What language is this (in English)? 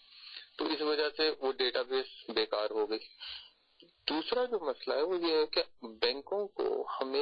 Urdu